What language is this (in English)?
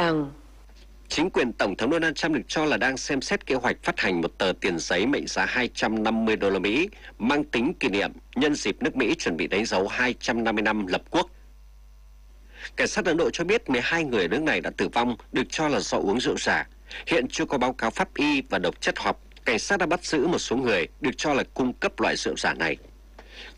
Vietnamese